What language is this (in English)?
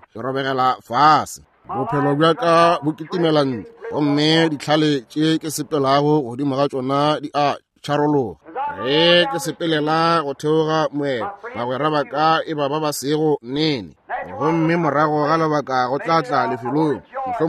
Northern Sotho